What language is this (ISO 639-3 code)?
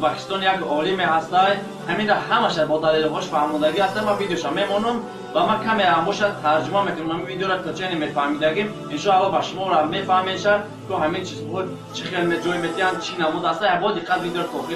tgk